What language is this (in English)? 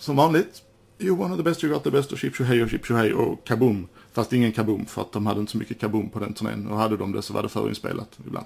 Swedish